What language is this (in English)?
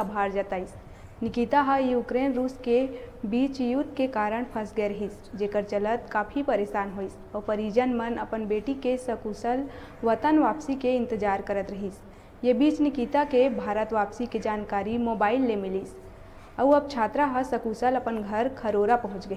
Chhattisgarhi